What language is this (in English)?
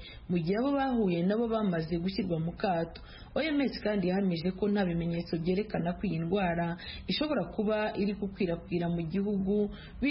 Kinyarwanda